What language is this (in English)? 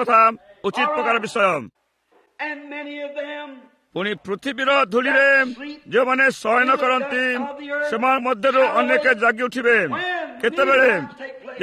Odia